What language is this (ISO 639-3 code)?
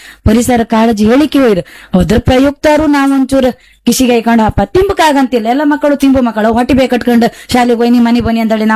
kan